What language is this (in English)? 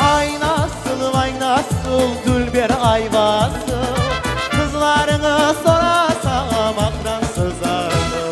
Crimean Tatar